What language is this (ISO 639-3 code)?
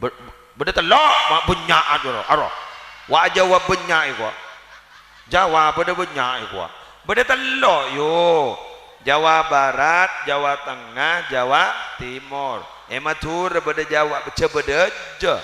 mad